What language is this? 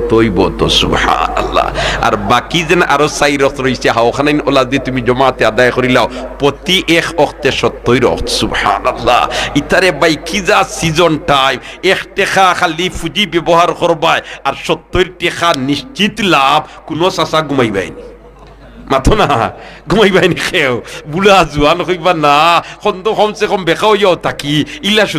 Sylheti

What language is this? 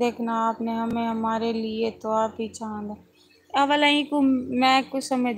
Saraiki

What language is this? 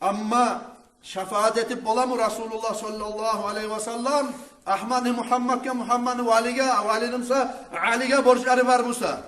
Kumyk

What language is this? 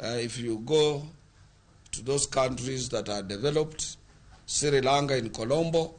Luo (Kenya and Tanzania)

